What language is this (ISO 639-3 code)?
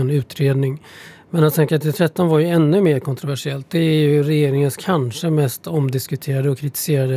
swe